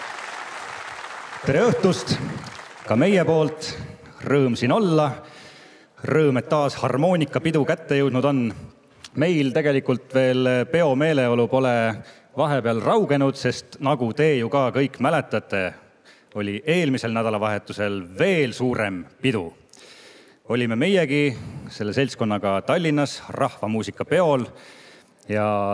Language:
Estonian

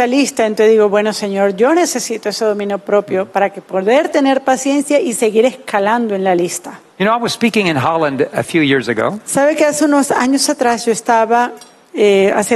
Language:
Spanish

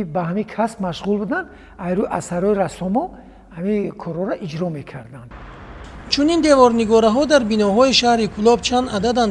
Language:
Tajik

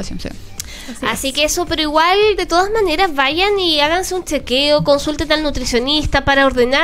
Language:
Spanish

